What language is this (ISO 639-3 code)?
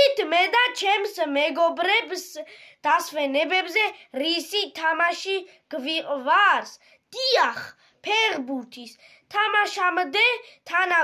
kat